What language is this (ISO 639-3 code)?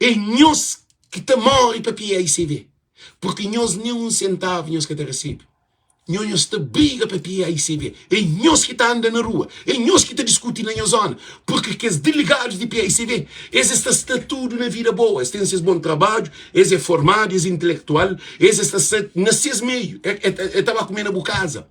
kea